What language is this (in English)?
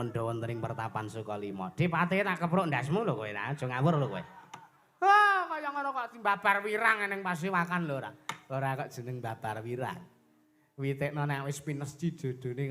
Javanese